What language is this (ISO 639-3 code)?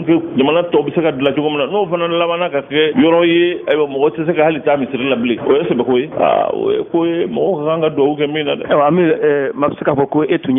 bam